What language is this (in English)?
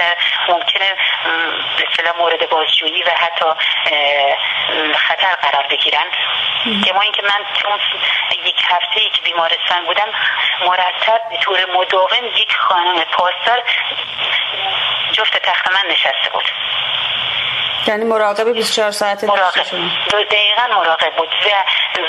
Persian